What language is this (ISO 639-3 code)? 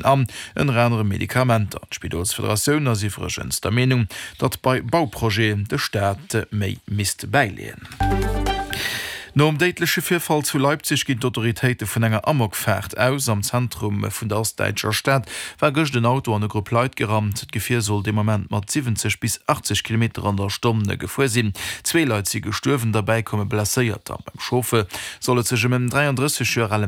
ltz